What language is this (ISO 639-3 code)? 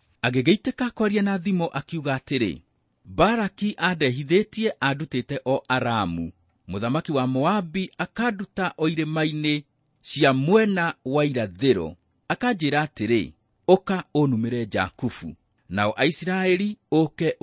kik